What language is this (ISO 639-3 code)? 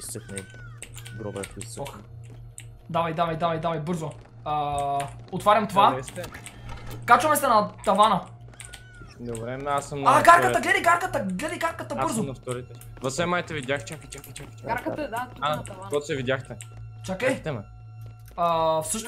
bul